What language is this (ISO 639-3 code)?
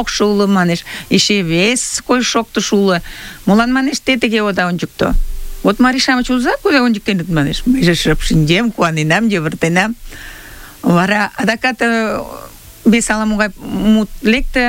chm